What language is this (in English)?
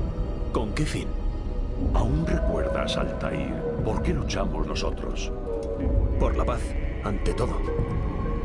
Spanish